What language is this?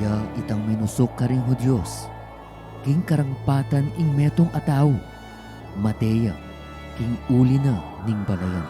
Pampanga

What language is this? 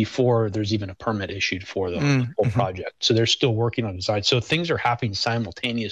English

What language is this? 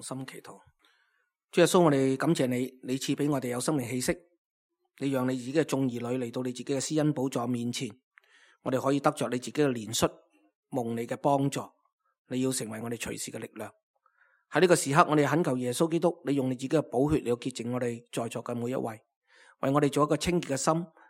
Cantonese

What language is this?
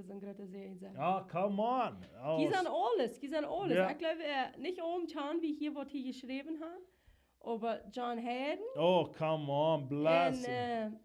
Plautdietsch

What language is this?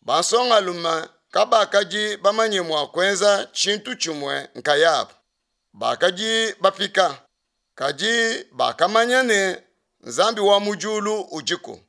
Luba-Lulua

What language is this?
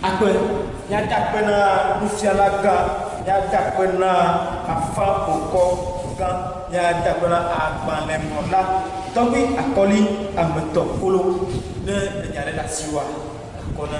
Ewe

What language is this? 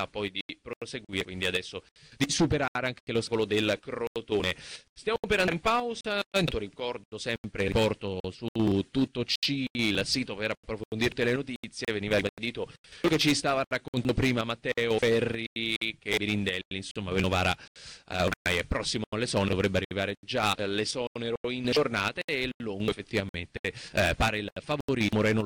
Italian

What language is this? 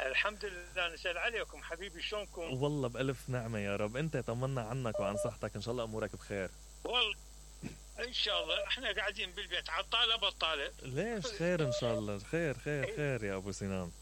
Mesopotamian Arabic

